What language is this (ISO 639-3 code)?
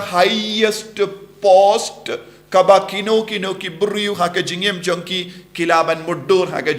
kha